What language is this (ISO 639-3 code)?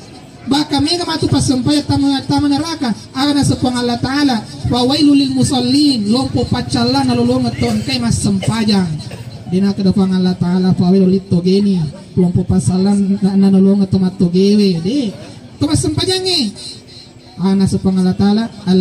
bug